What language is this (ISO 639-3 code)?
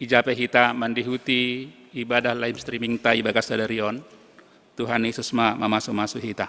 bts